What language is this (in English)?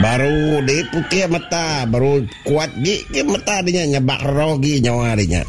Iban